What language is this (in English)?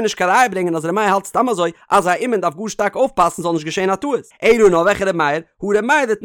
Yiddish